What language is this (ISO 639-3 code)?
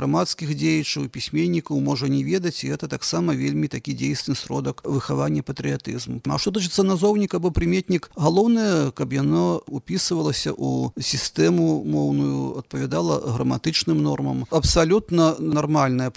bel